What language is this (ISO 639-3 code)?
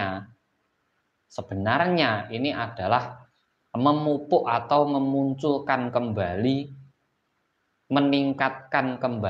ind